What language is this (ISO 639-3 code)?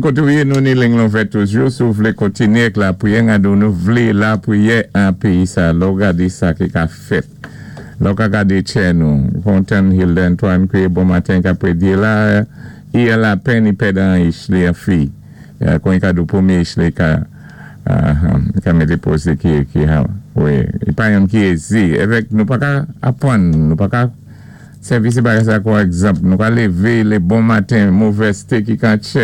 acf